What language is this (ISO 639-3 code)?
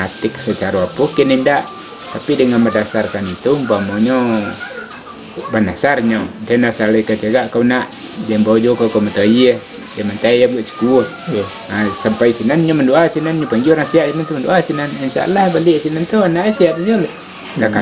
min